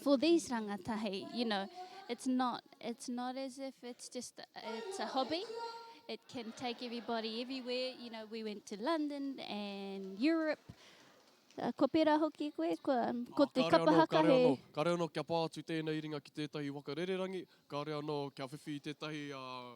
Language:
Māori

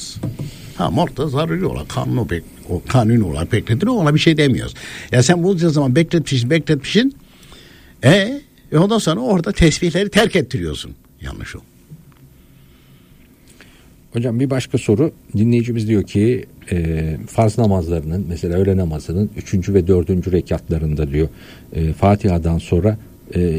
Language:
Turkish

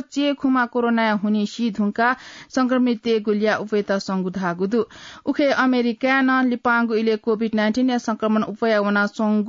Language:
Newari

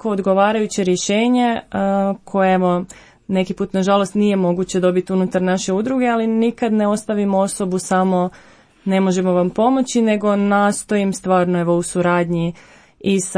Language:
Croatian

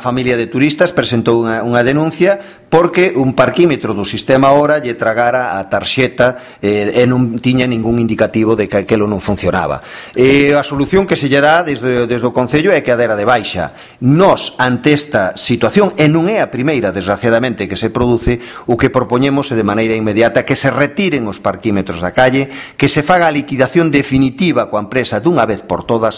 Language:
Galician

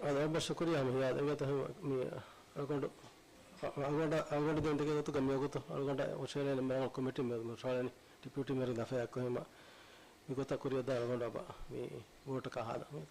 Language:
Divehi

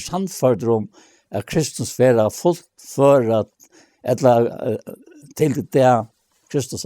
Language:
Faroese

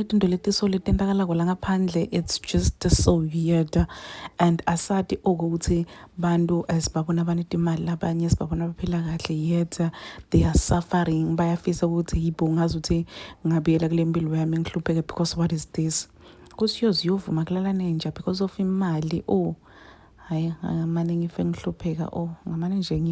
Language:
Zulu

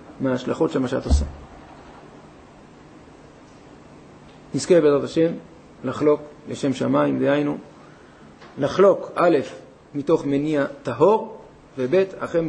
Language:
Hebrew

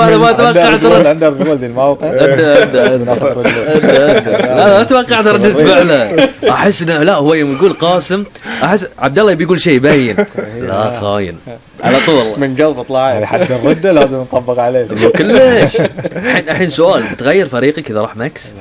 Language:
Gulf Arabic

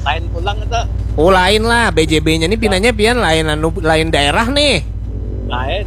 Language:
Banjar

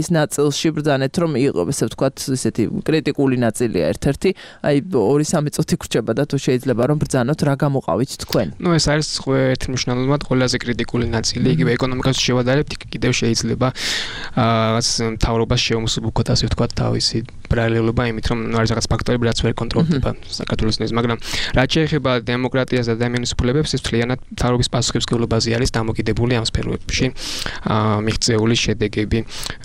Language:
Georgian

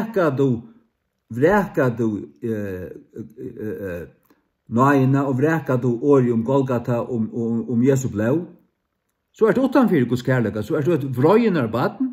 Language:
Faroese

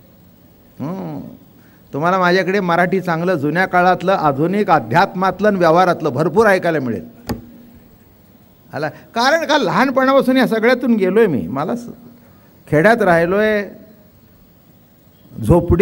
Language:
Marathi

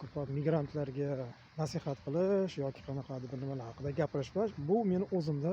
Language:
Uzbek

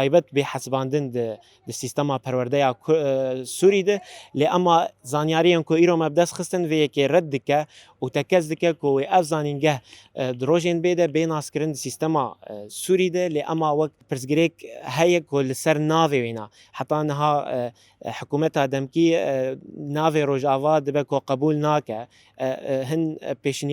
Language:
Kurdish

